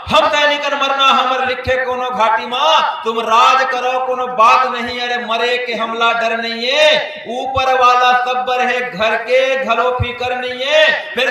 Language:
Chhattisgarhi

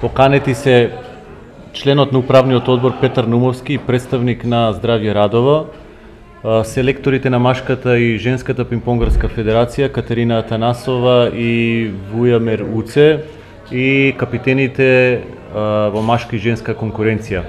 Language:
Macedonian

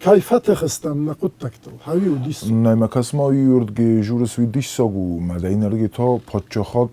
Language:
Ossetic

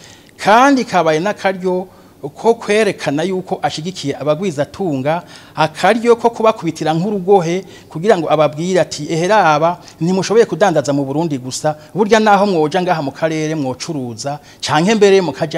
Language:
Rundi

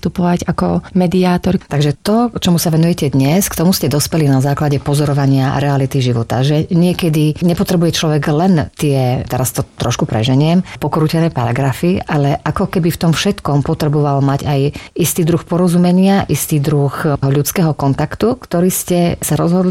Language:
Slovak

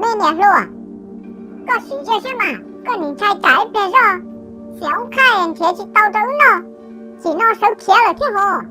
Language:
Hmong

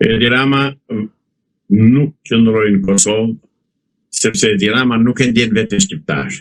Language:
Albanian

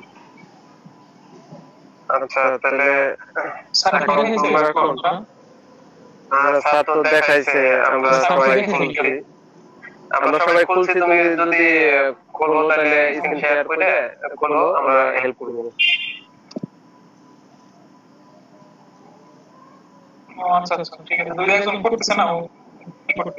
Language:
Bangla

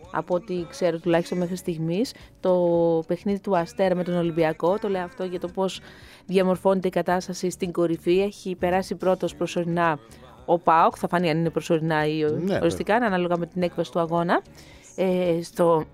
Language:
Greek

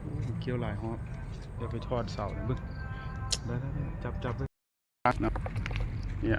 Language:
Lao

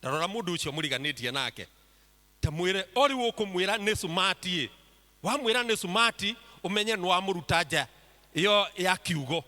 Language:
Kikuyu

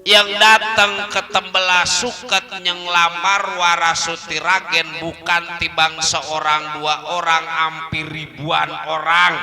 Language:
Betawi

